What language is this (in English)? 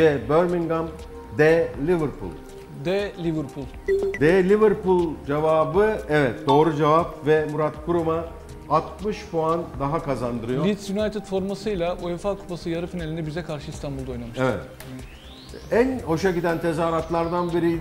Turkish